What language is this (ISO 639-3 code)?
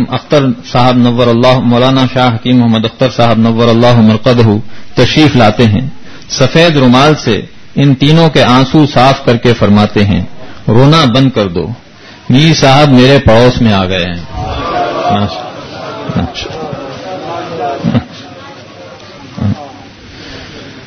urd